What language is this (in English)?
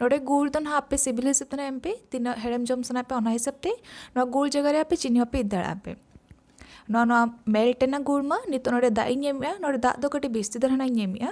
Santali